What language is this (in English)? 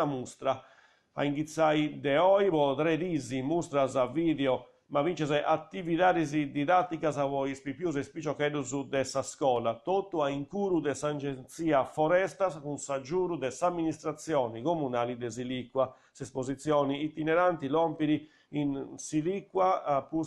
Sardinian